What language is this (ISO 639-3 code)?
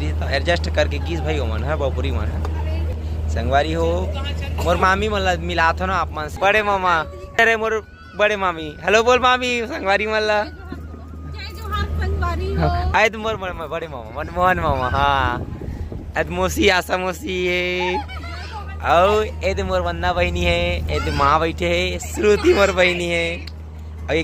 hne